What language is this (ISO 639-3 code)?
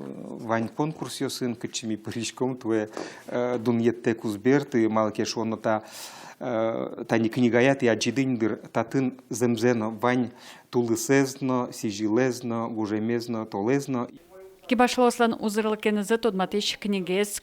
udm